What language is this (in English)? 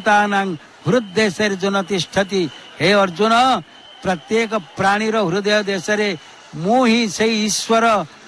Odia